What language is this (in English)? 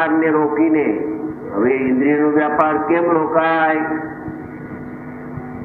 Gujarati